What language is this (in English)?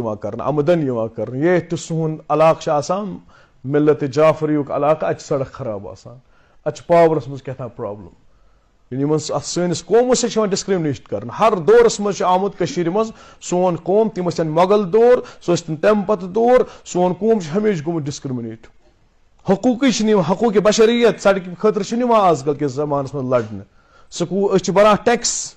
Kashmiri